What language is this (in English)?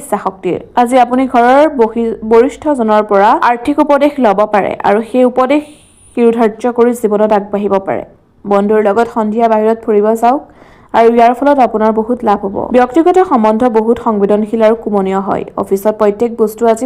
Assamese